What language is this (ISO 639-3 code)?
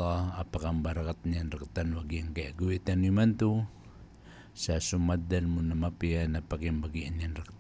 mrw